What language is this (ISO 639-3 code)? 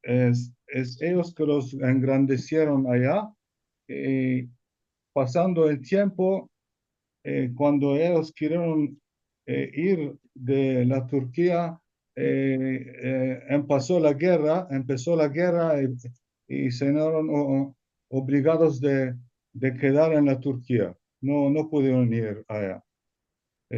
lad